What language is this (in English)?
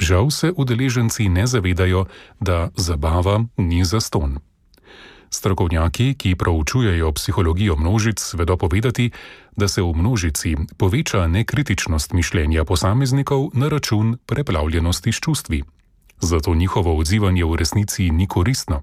Slovenian